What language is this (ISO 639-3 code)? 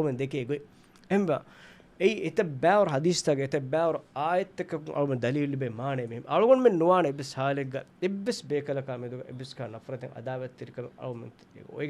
div